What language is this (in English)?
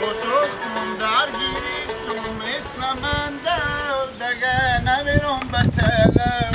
Hazaragi